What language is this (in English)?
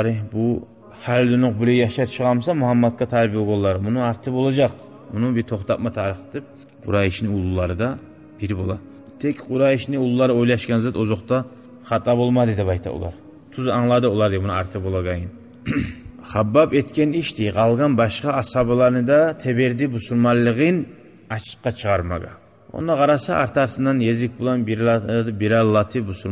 Kumyk